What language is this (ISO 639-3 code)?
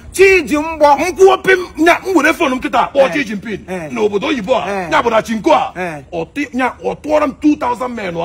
ibo